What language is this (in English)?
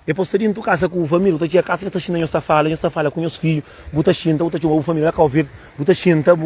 Kabuverdianu